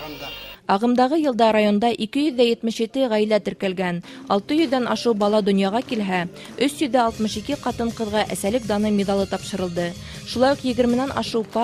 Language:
Bashkir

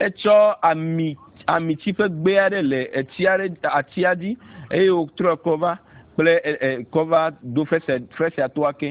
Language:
Ewe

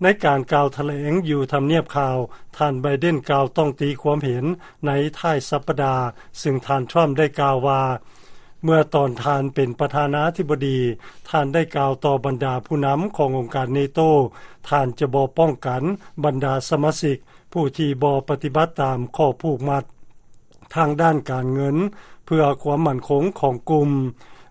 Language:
Lao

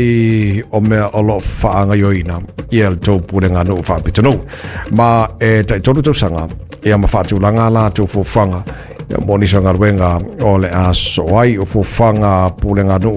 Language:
Samoan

